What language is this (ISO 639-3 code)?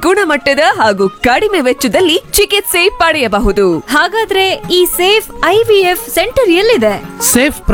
kan